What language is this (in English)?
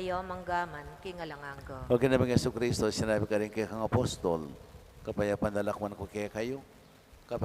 Pampanga